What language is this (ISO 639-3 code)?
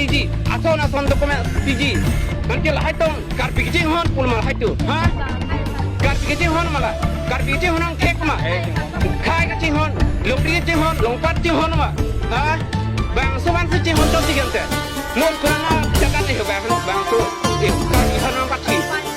mjw